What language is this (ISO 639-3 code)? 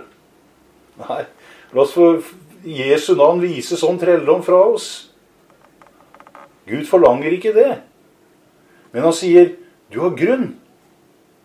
nor